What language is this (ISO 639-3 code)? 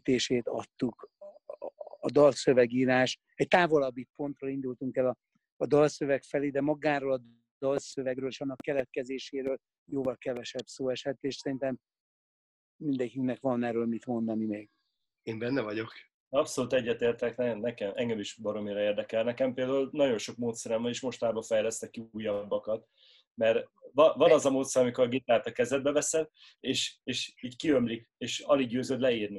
hun